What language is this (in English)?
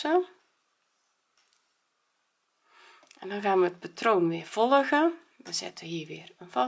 Dutch